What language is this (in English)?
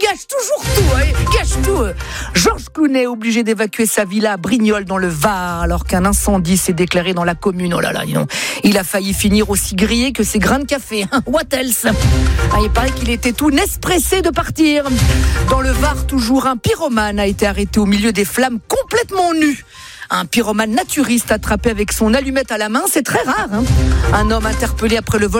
French